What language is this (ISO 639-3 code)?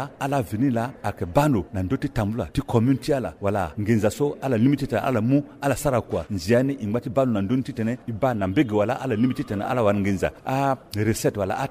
sag